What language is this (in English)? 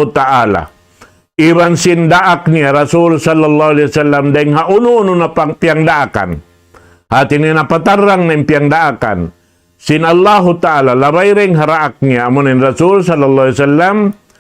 Tausug